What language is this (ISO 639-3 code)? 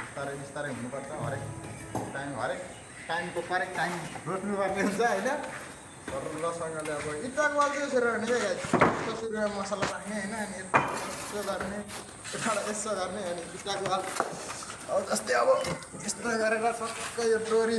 nep